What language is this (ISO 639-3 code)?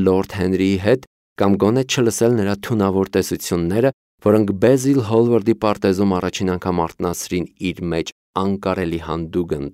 hye